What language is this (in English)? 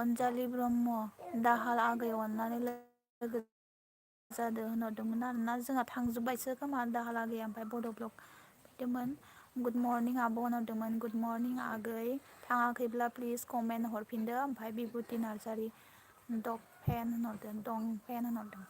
Bodo